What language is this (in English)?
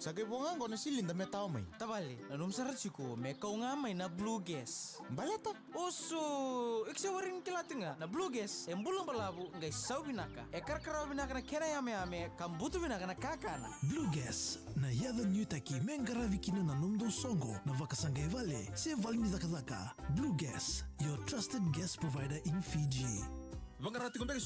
Fijian